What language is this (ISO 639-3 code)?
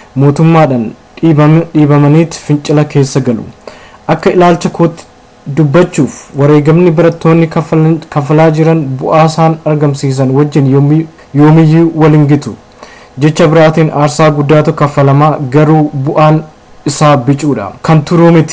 orm